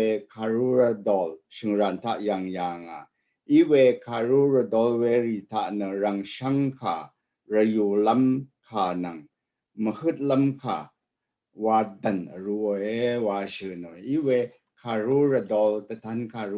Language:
Rawang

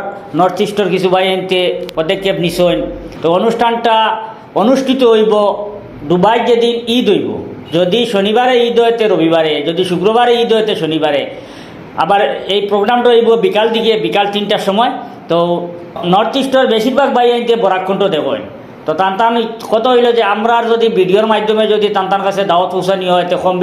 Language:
Sylheti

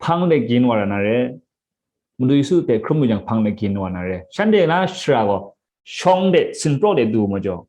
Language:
Kachin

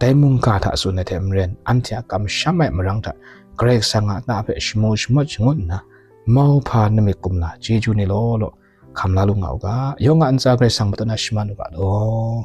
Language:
Kachin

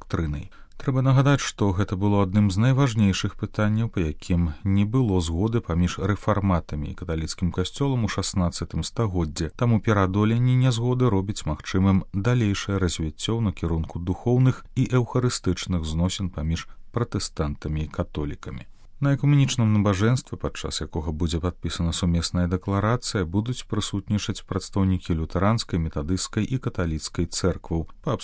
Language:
Belarusian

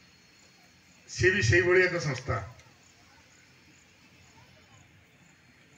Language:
Odia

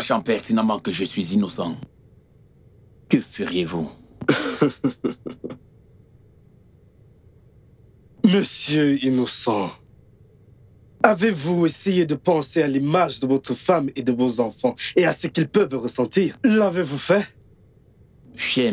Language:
French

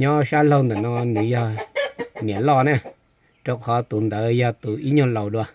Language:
Hmong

